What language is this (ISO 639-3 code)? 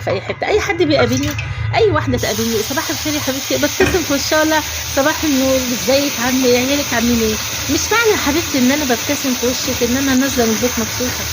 arz